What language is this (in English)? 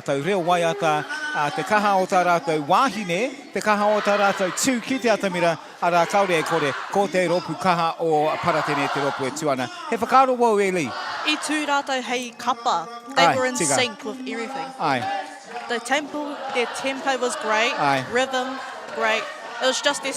Māori